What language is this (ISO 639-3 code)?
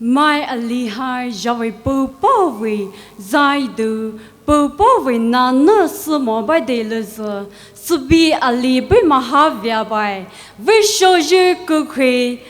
pmx